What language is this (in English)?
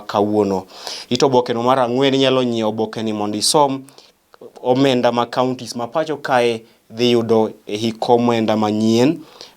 Luo (Kenya and Tanzania)